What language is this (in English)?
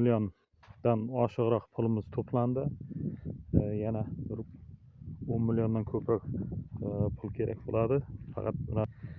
Uzbek